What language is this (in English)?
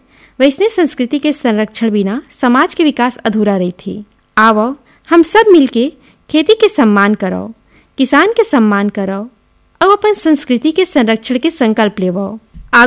Chhattisgarhi